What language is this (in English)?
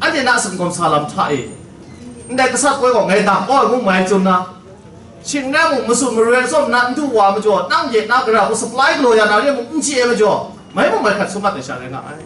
Kachin